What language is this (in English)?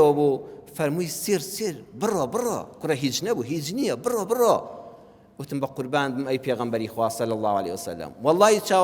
Central Kurdish